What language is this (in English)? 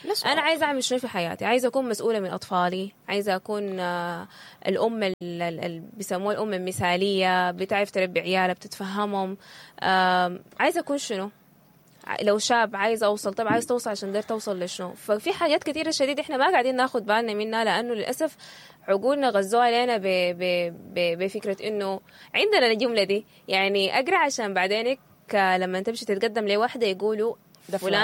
Sudanese Arabic